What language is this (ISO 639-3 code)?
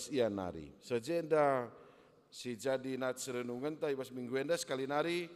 btx